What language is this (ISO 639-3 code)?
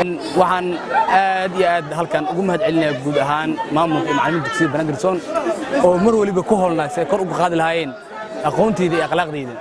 som